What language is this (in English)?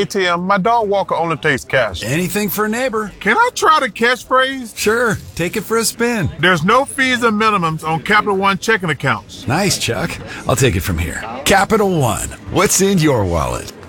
English